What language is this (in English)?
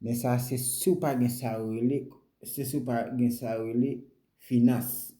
Haitian Creole